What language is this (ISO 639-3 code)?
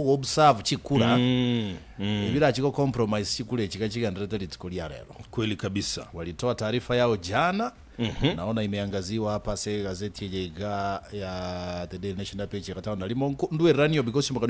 guz